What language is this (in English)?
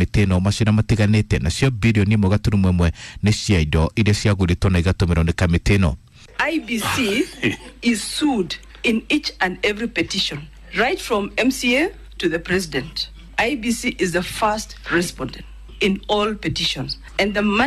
Kikuyu